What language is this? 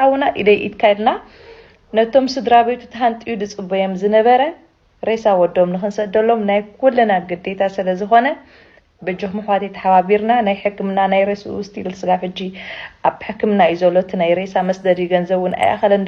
Tigrinya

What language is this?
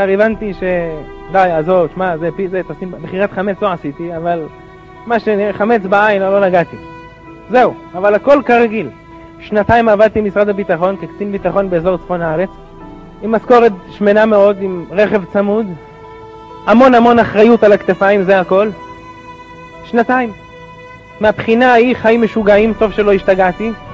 Hebrew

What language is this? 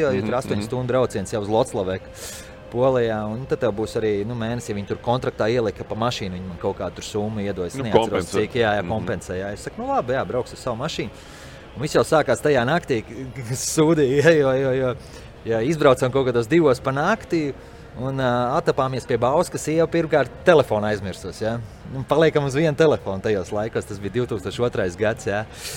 Latvian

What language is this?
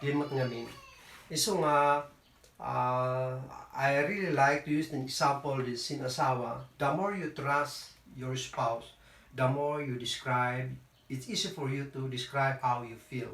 Kankanaey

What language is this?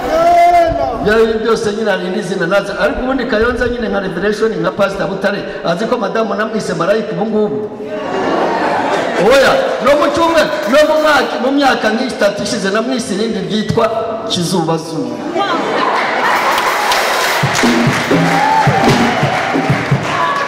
Kinyarwanda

